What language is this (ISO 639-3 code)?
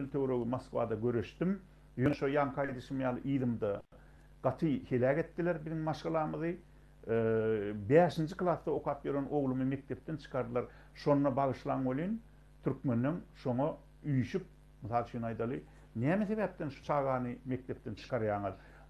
tuk